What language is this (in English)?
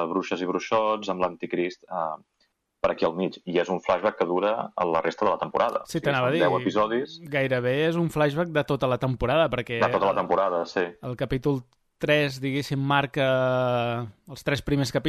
Catalan